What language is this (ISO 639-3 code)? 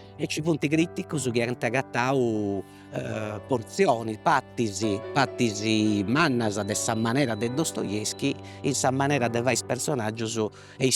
srd